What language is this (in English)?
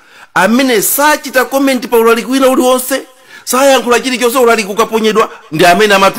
Nyanja